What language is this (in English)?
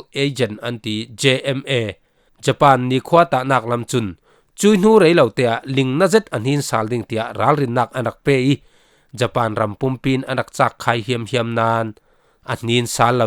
Falam Chin